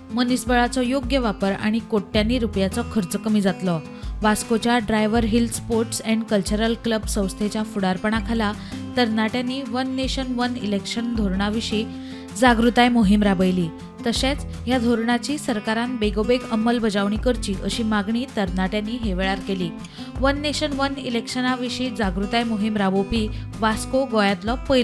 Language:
Konkani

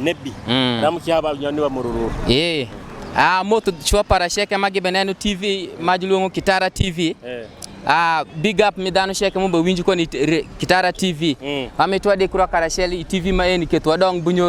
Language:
Nyoro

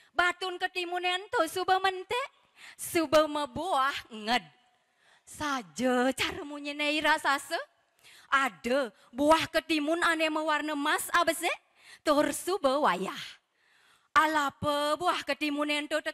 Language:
Balinese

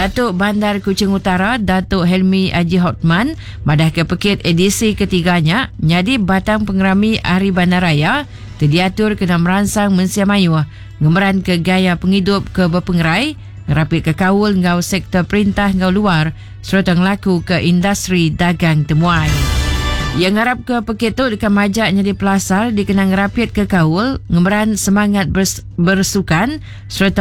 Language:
Iban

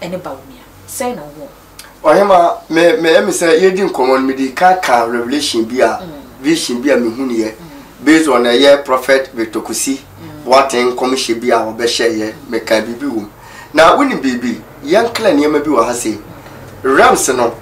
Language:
Akan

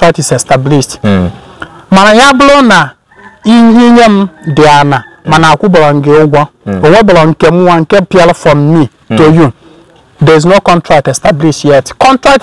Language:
Igbo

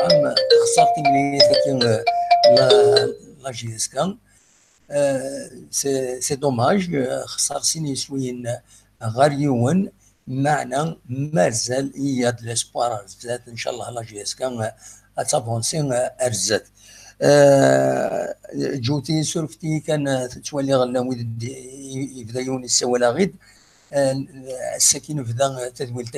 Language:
Kabyle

